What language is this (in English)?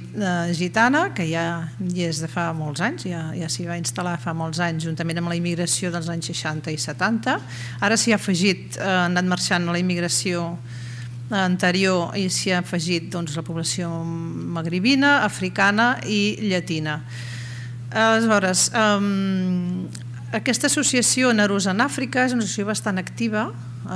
Catalan